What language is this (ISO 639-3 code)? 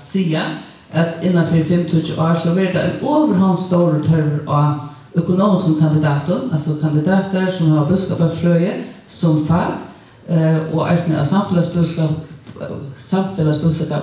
fao